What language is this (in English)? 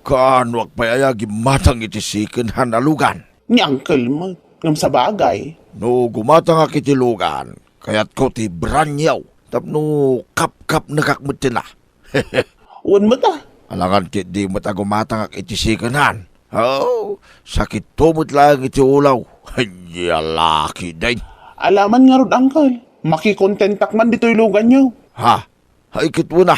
Iloko